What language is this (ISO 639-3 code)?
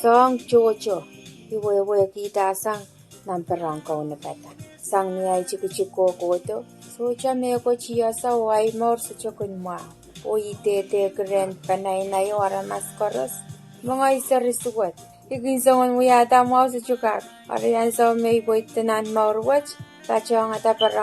pon